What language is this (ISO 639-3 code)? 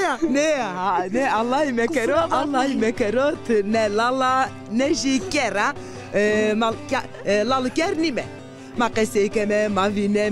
zza